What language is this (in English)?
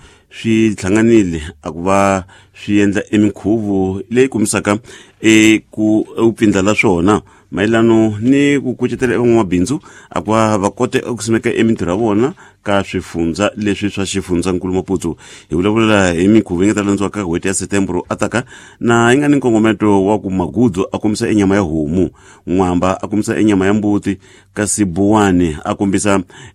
Tsonga